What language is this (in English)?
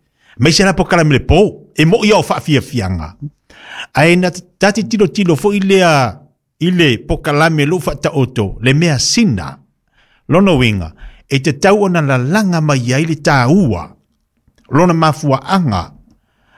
Samoan